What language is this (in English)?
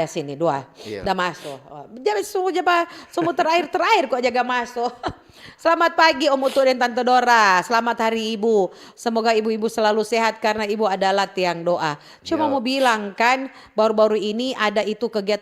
Manado Malay